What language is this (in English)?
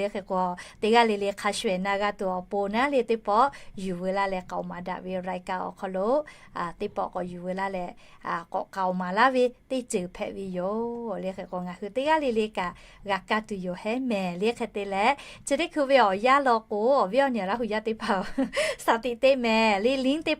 Lahu